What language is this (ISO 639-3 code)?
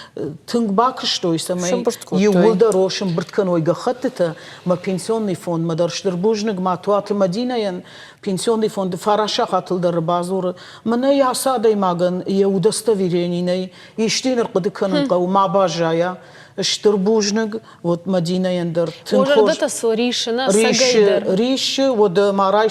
oss